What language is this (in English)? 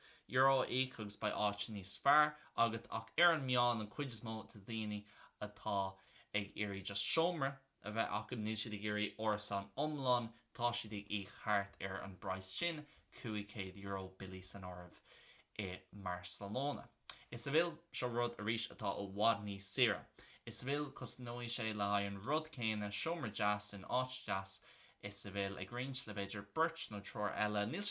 Irish